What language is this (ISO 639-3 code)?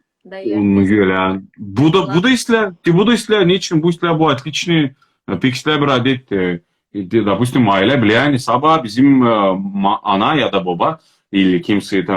crh